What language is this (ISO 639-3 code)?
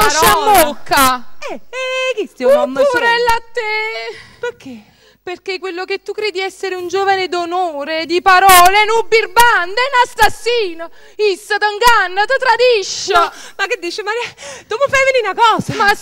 nap